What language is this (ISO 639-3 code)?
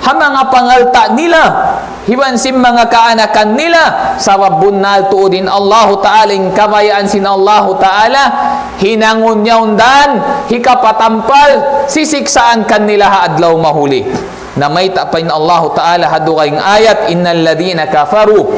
tsg